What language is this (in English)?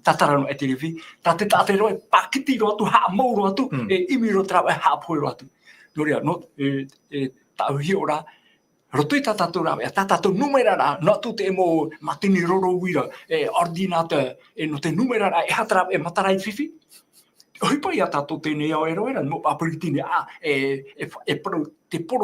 Tahitian